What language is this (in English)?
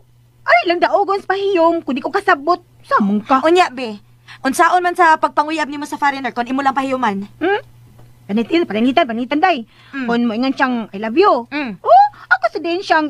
Cebuano